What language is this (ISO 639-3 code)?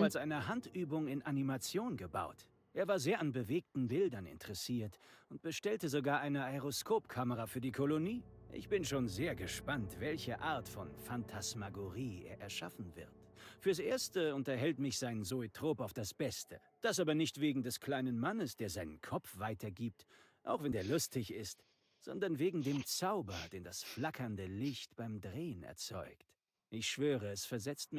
bar